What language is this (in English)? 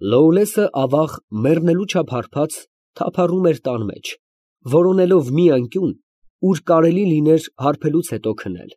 Armenian